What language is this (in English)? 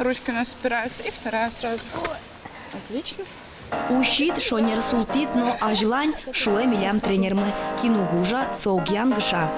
Udmurt